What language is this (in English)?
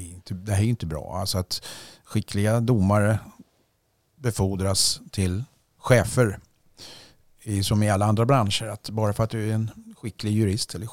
Swedish